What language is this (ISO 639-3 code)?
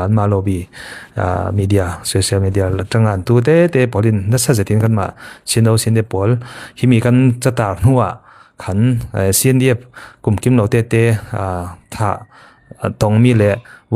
cfm